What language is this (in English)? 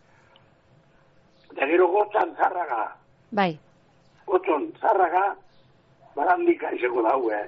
Basque